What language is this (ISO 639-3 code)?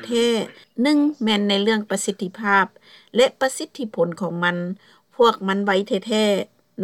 lao